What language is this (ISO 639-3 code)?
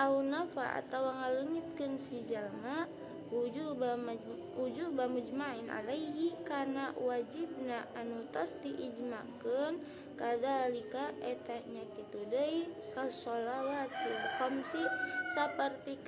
sun